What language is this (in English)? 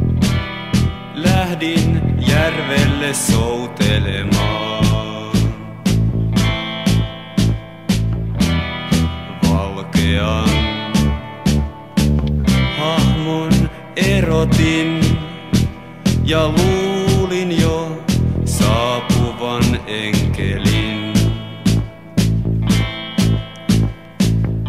Finnish